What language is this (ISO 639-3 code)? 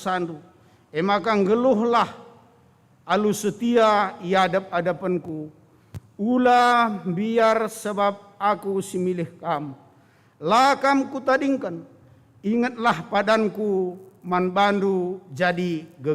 btx